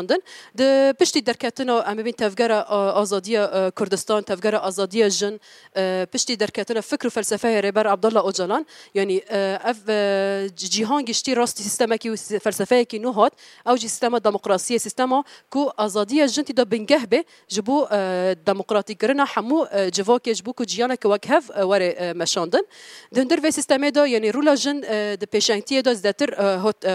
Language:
Kurdish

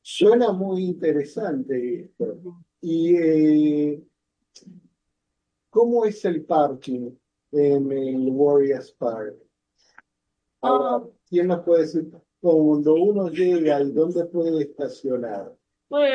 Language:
Spanish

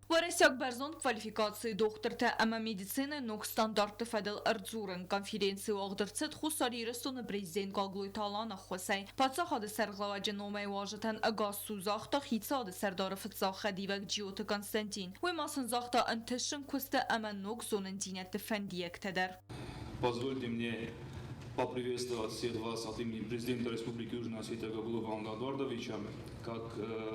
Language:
Ossetic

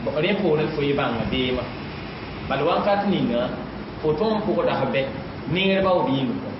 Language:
Mossi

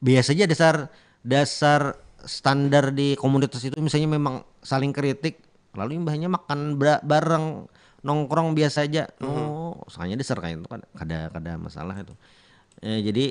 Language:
Banjar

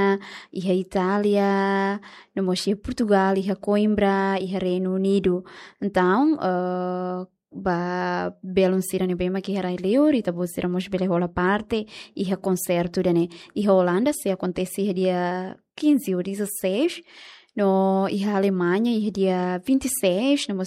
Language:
Tetum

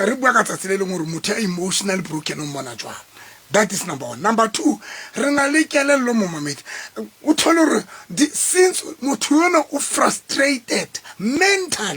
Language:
Southern Sotho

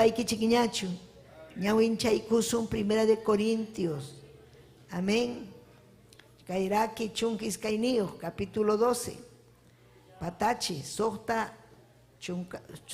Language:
Ayacucho Quechua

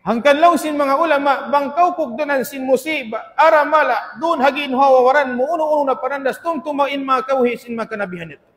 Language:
Tausug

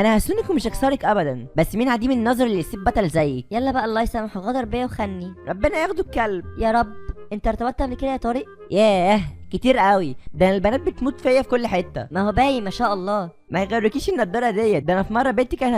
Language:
Egyptian Arabic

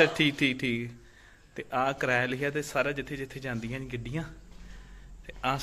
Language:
Punjabi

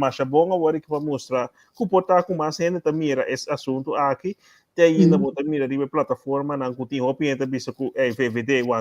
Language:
Papiamento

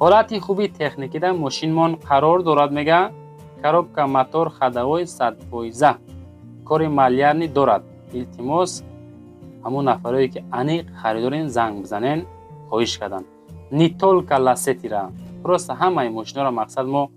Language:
Tajik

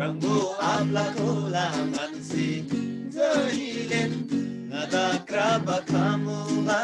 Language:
Eastern Tamang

